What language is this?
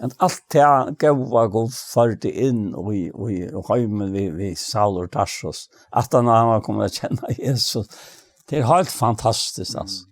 Faroese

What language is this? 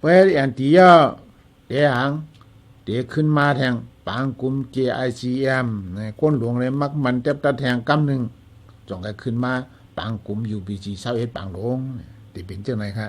Shan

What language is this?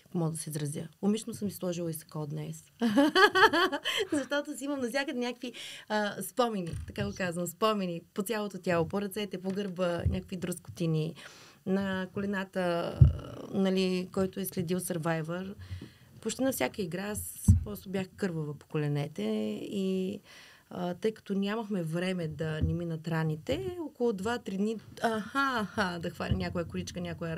Bulgarian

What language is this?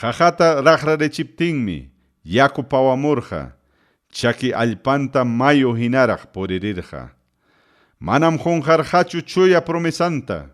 Ayacucho Quechua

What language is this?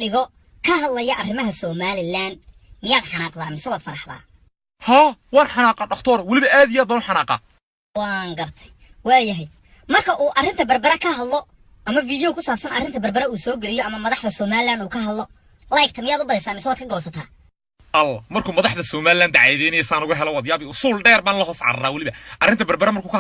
Somali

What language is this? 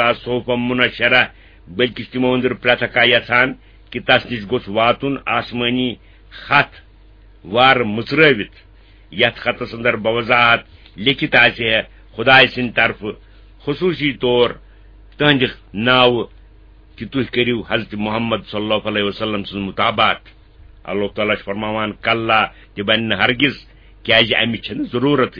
Kashmiri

